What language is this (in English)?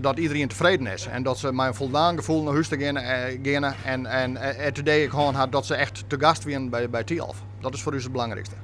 Western Frisian